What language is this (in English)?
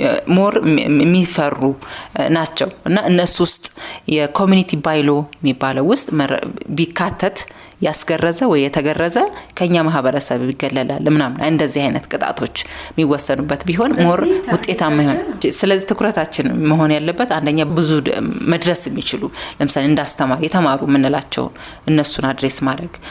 Amharic